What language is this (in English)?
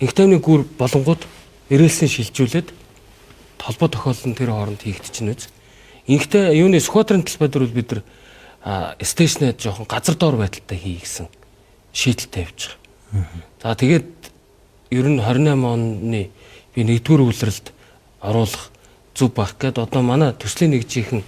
Mongolian